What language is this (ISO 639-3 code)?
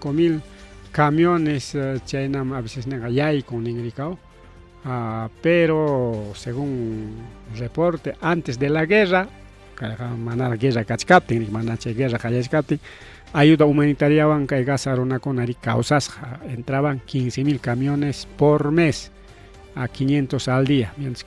quy